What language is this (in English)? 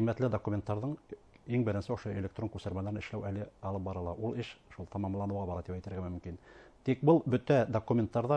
Bashkir